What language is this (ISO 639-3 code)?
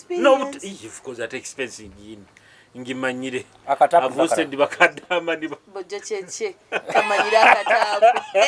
nyo